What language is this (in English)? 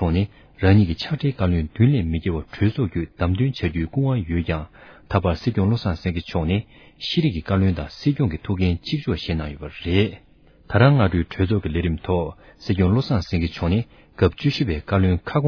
Tibetan